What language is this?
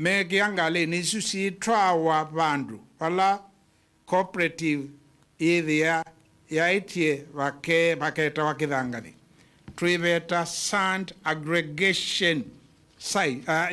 Kamba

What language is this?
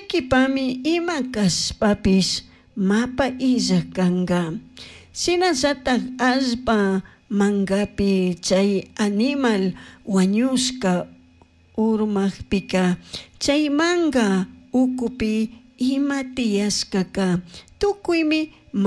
Chimborazo Highland Quichua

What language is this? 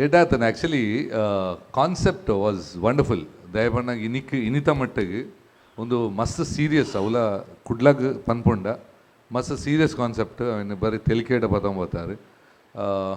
Tulu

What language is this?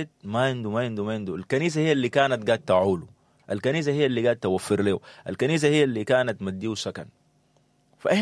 Sudanese Arabic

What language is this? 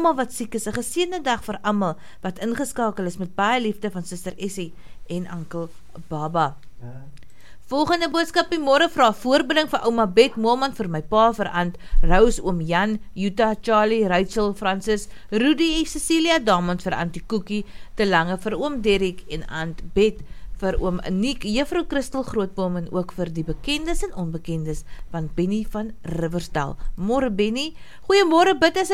Afrikaans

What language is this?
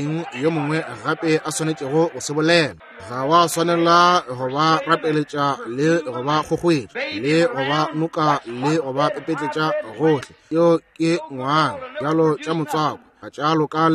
Northern Sotho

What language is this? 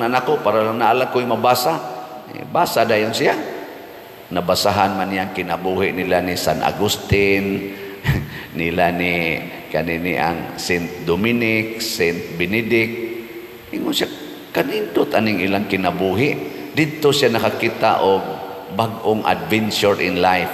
Cebuano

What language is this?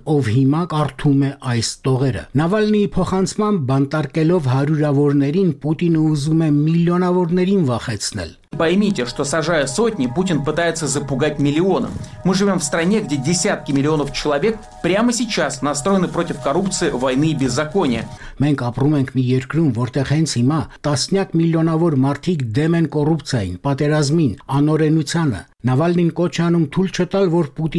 Armenian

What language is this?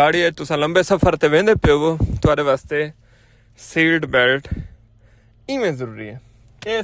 Saraiki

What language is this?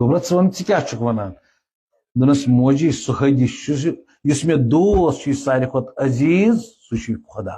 Kashmiri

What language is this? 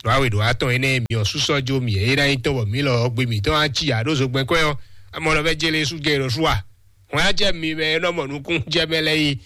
Fon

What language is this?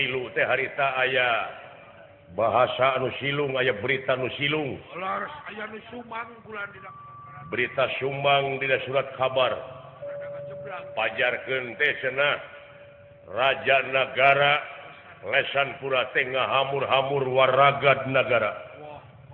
Sundanese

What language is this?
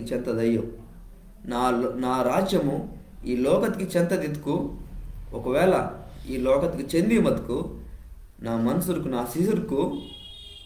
Koya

